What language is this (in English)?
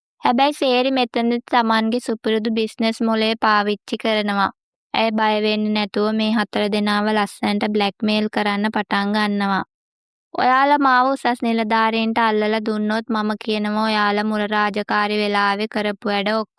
Sinhala